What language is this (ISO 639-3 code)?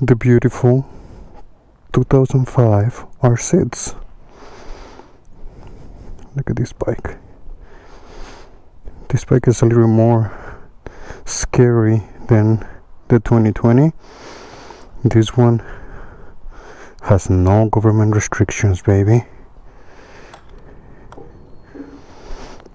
eng